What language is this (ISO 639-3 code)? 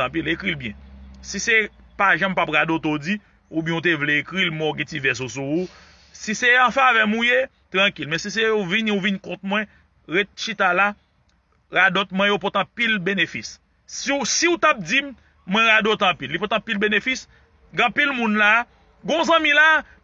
hat